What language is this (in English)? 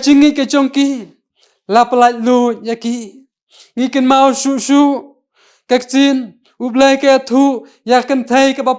Khasi